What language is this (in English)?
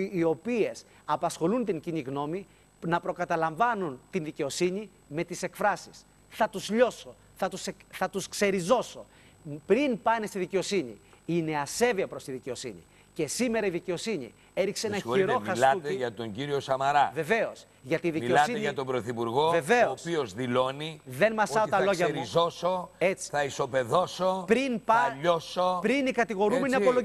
Greek